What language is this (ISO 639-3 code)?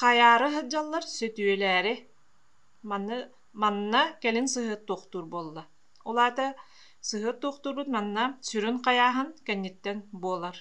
sah